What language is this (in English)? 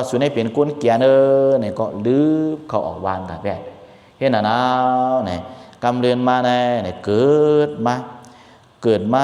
Shan